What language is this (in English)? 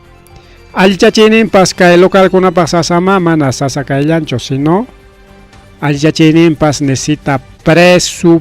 Ayacucho Quechua